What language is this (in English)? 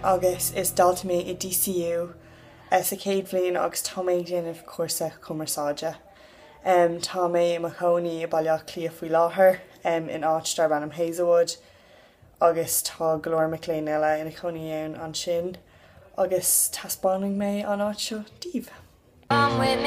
Irish